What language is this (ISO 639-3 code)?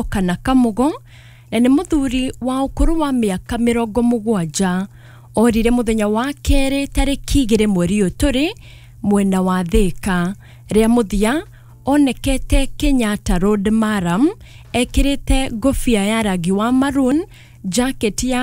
kik